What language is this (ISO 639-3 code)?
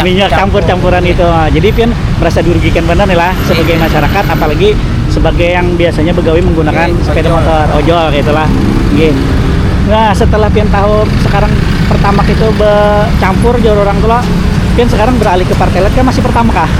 bjn